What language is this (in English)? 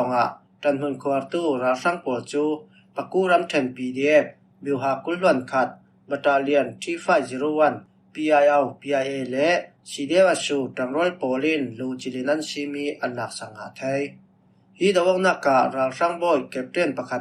Falam Chin